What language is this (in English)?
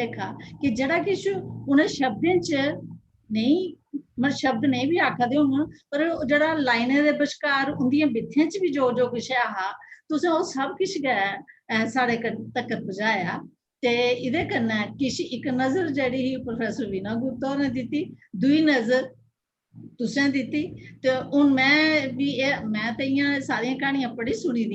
Dogri